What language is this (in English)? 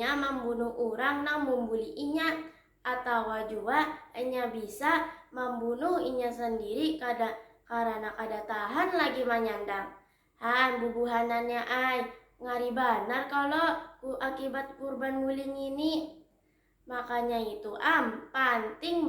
Banjar